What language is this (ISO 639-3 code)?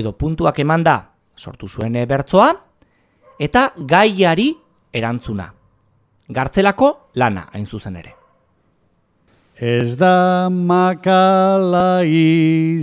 eus